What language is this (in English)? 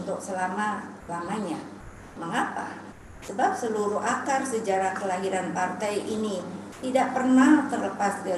Indonesian